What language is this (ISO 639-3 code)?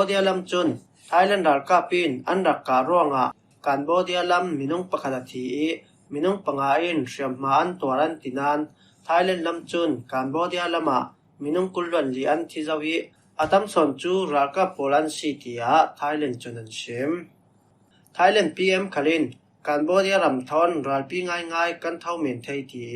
cfm